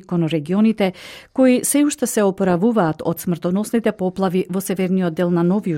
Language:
Macedonian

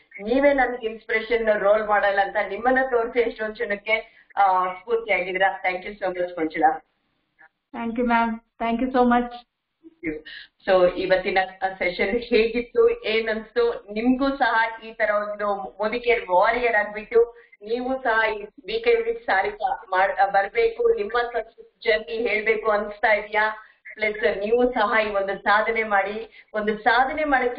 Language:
Kannada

